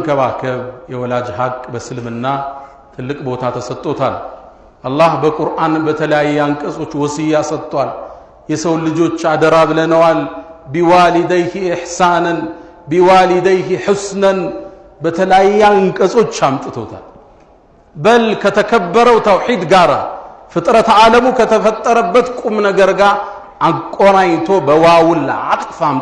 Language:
Amharic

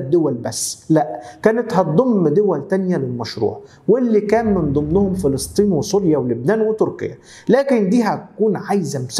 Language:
Egyptian Arabic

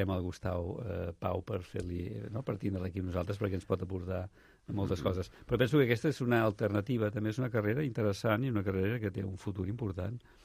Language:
Catalan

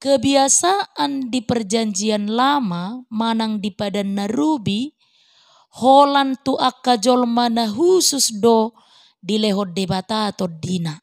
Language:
Batak Toba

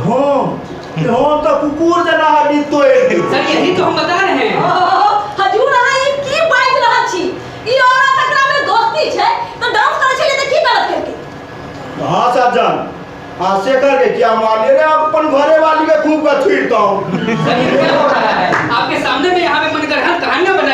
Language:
Maithili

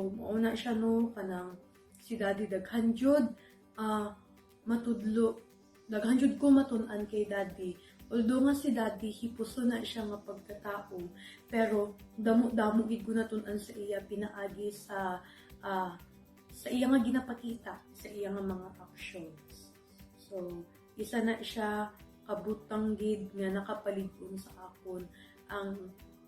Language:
Hiligaynon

